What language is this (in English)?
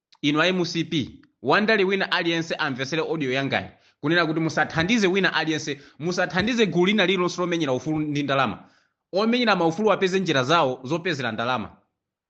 Nyanja